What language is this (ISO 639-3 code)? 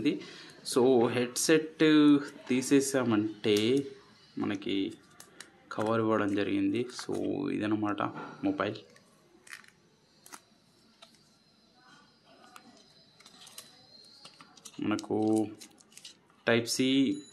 tel